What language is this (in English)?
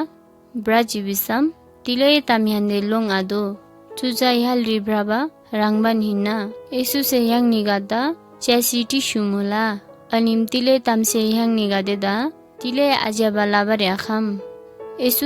Eastern Tamang